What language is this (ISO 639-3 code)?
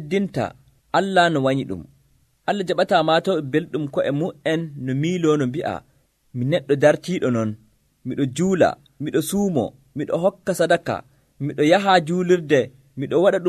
fuv